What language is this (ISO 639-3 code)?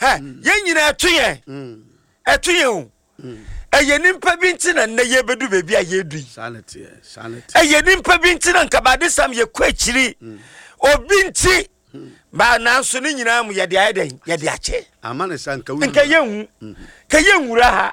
aka